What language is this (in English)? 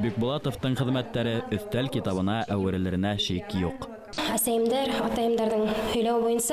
Bashkir